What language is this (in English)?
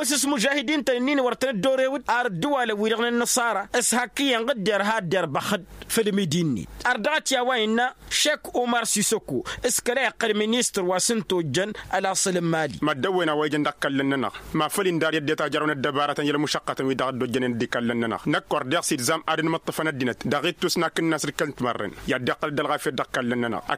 Tamasheq